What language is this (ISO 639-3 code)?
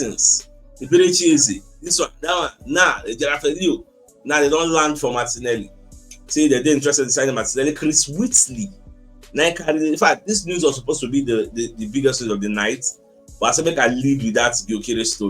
pcm